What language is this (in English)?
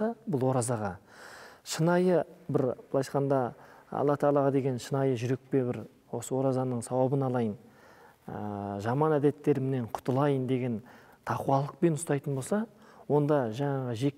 Kazakh